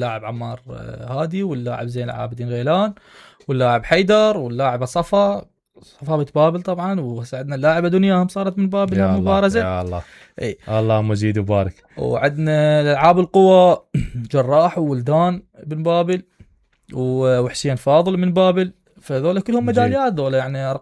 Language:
Mesopotamian Arabic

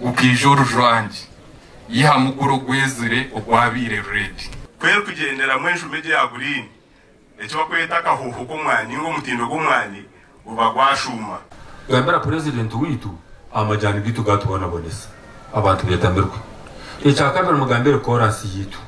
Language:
Nyankole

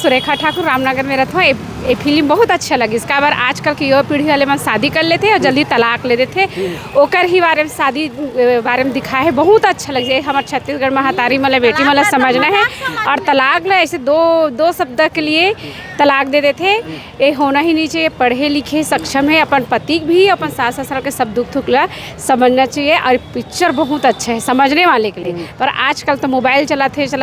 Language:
Chhattisgarhi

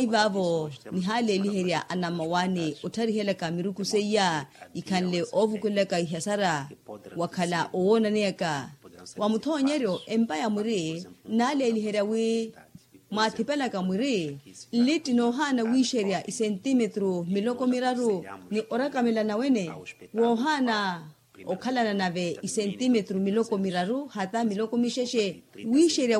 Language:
Makhuwa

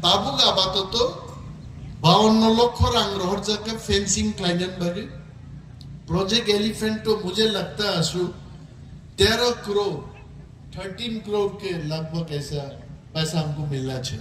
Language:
Kok Borok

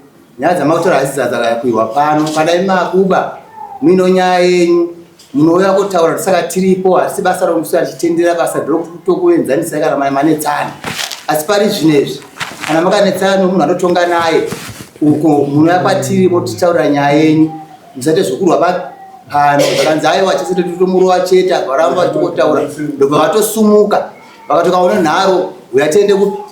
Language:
Shona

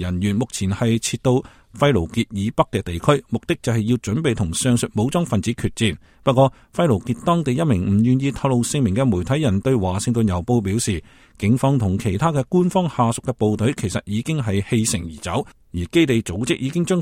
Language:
Cantonese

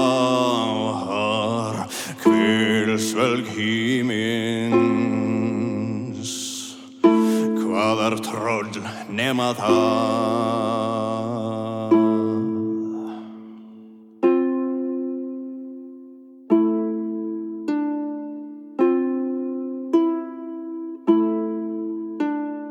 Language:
Icelandic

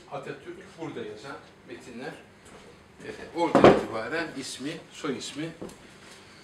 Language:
Turkish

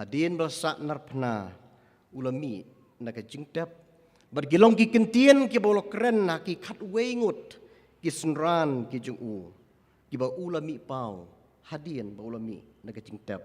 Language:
Khasi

